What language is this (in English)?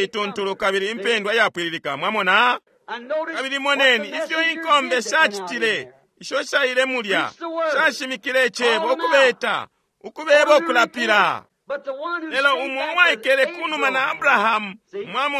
Bemba